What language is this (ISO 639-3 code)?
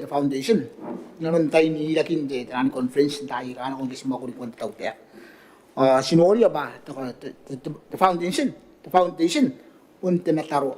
gil